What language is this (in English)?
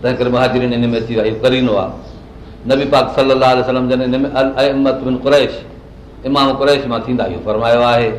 Sindhi